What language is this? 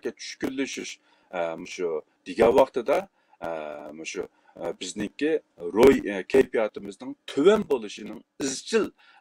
Uyghur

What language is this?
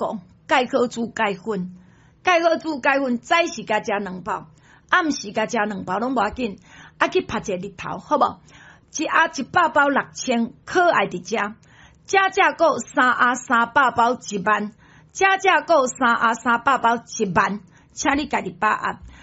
Min Nan Chinese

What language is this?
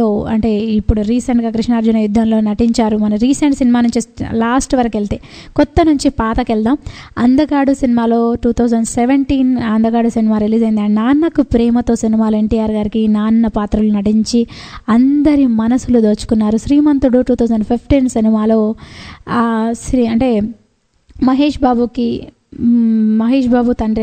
Telugu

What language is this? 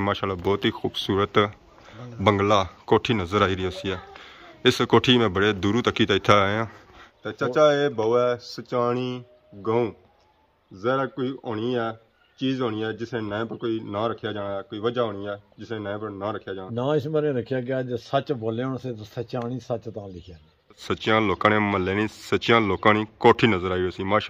Pahari-Potwari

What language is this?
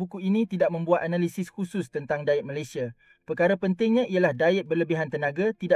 Malay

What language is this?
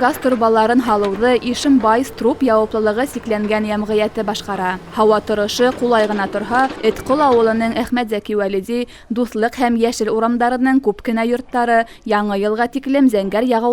Bashkir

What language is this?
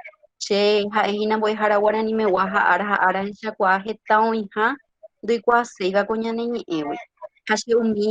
Guarani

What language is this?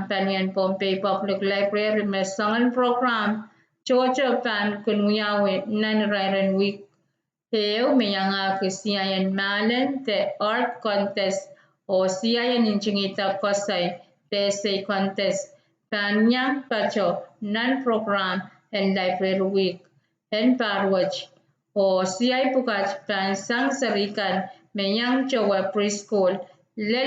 Pohnpeian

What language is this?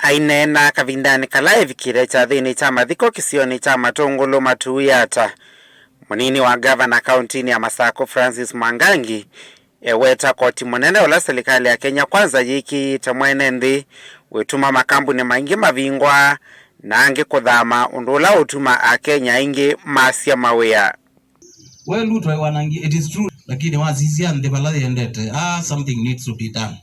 Kamba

